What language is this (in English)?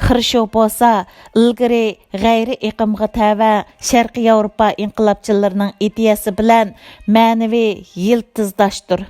Uyghur